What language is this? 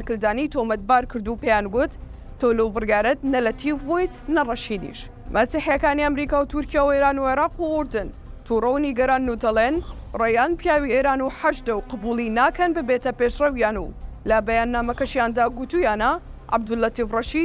Central Kurdish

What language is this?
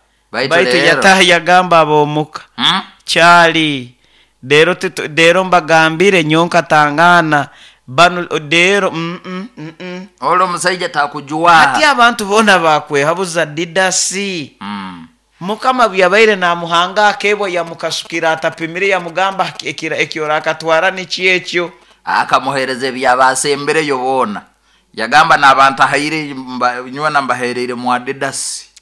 Nyoro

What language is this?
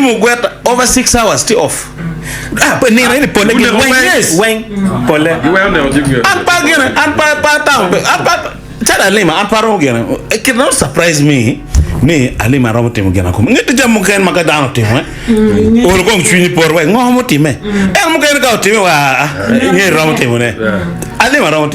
Acoli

